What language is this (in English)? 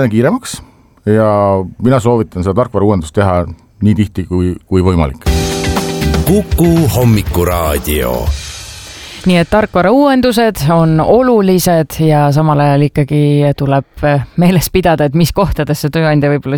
Estonian